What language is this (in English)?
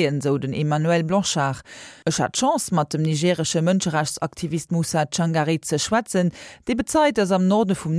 Luxembourgish